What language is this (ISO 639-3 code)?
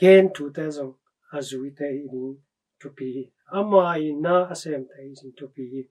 ctd